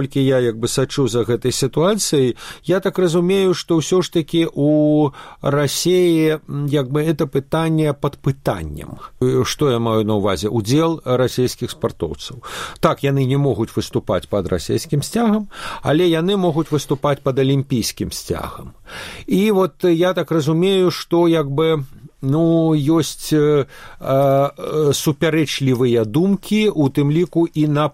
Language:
Belarusian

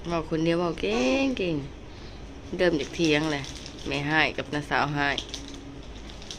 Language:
Lao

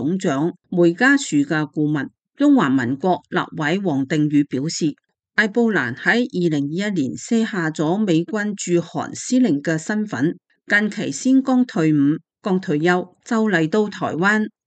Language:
Cantonese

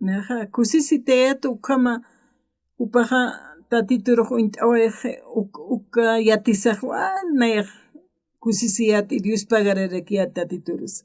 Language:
Aymara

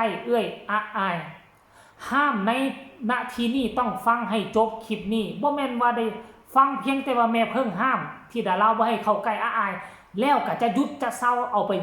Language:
Lao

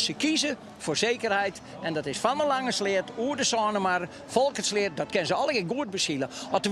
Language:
Western Frisian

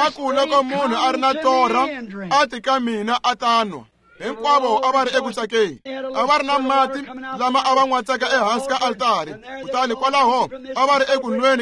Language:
Tsonga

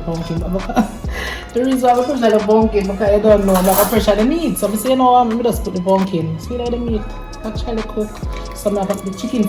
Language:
Jamaican Creole English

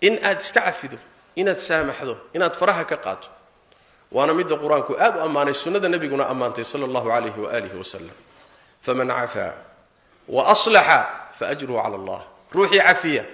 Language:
Somali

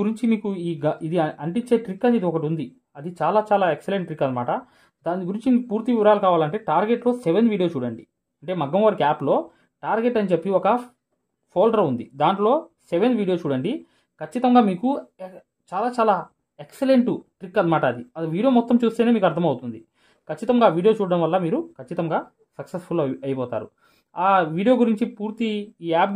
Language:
Telugu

